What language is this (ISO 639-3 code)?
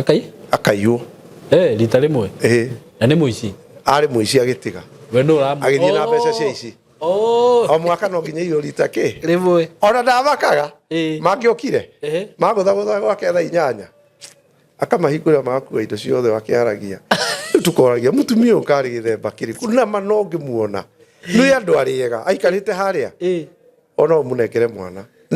kik